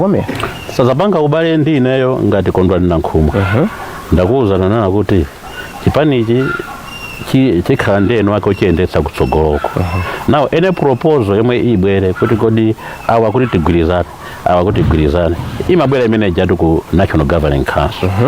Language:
Nyanja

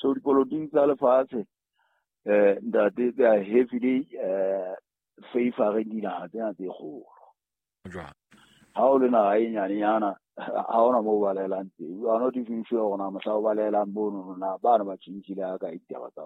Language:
Southern Sotho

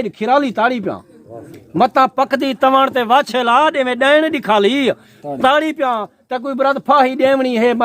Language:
Saraiki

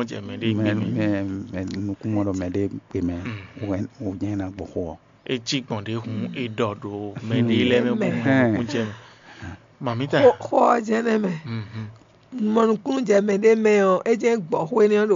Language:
Fon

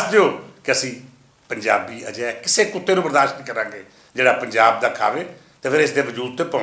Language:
Western Panjabi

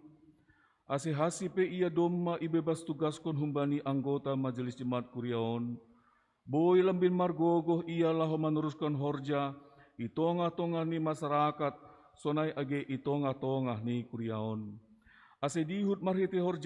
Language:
Batak Simalungun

